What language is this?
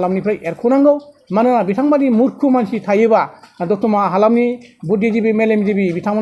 Bodo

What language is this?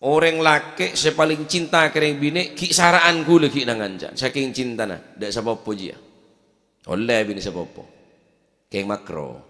Madurese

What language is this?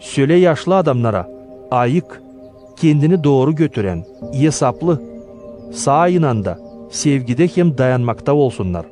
Gagauz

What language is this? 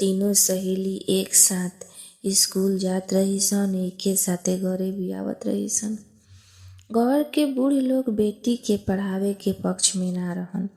Bhojpuri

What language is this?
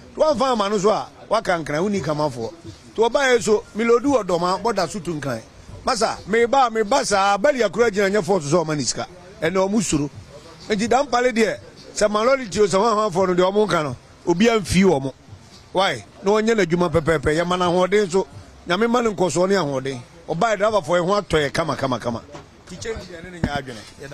Akan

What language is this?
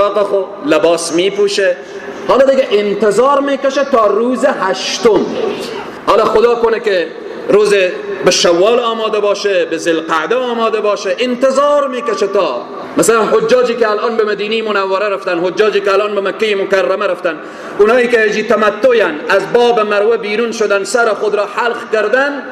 Persian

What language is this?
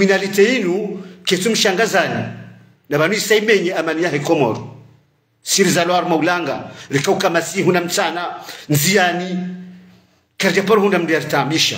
Ngazidja Comorian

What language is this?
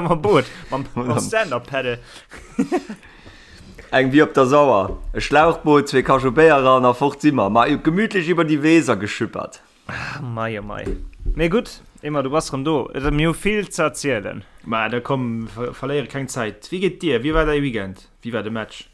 Luxembourgish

